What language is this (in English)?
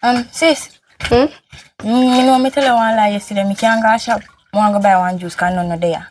Jamaican Creole English